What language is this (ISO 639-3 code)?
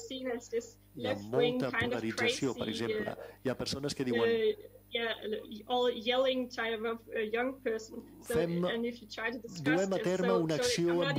cat